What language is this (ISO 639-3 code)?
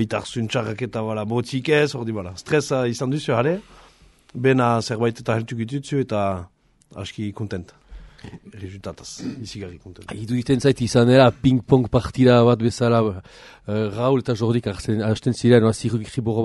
eus